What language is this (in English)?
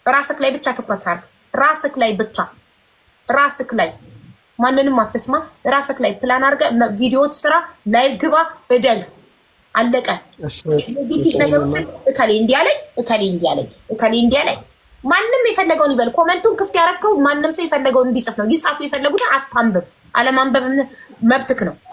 Amharic